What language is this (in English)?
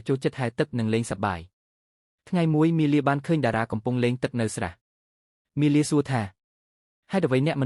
Khmer